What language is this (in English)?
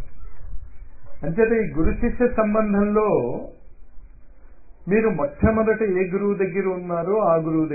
Telugu